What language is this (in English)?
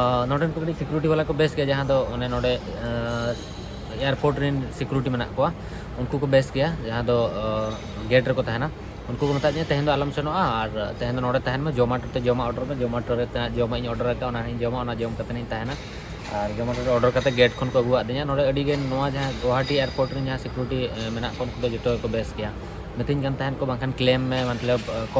Santali